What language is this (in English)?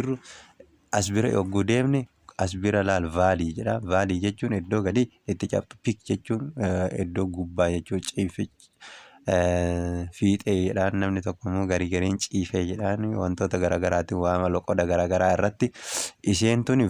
Oromo